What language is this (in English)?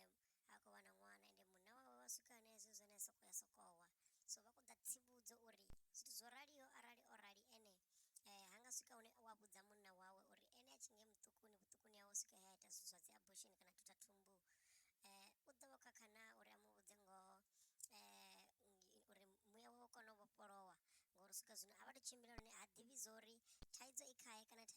Venda